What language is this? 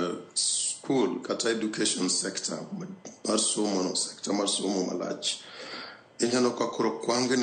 Luo (Kenya and Tanzania)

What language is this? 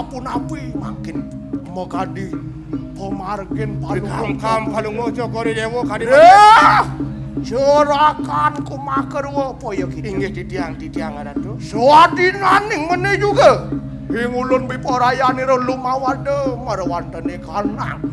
Balinese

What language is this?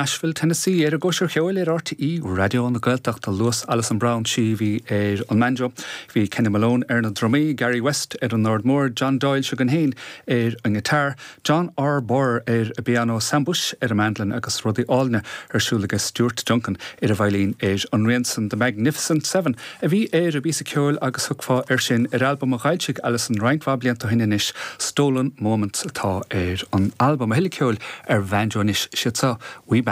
Irish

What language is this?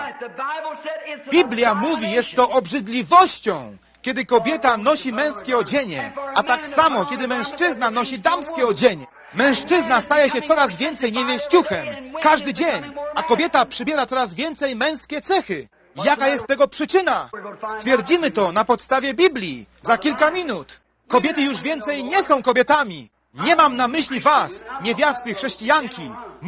Polish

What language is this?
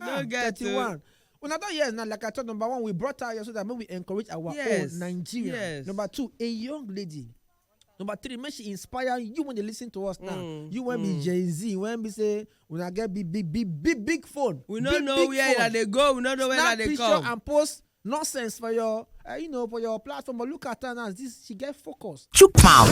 Nigerian Pidgin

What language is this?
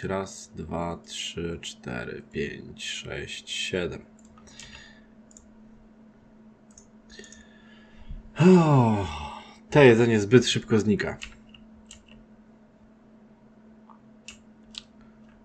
Polish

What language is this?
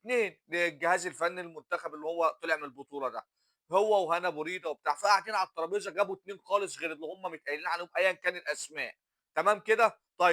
Egyptian Arabic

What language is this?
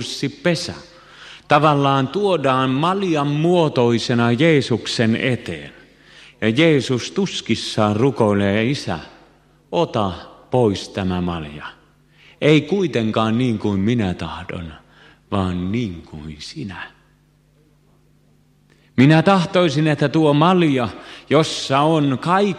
Finnish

